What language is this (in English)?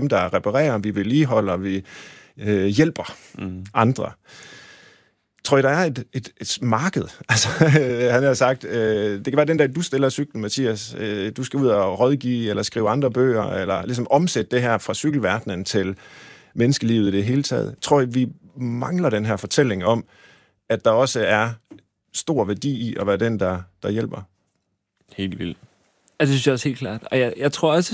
Danish